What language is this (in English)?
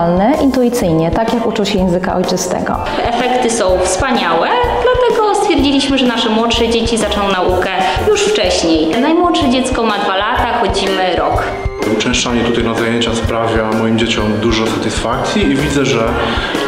Polish